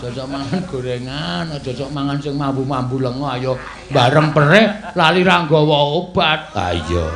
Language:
Javanese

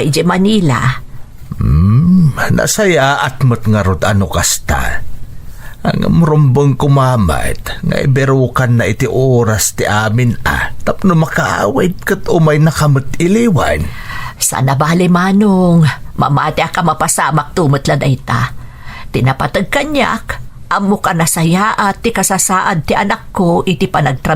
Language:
Iloko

